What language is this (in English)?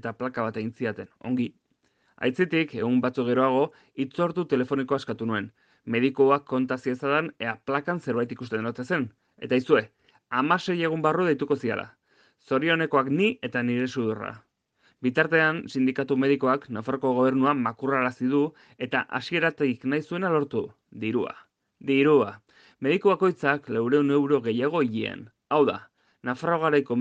Basque